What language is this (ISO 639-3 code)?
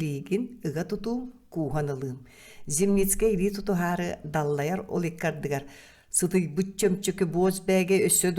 sah